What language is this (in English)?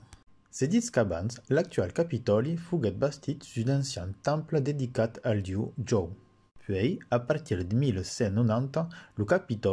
Occitan